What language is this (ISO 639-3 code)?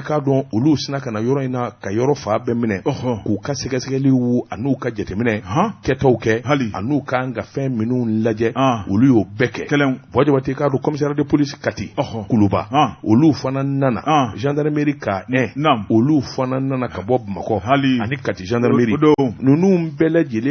bam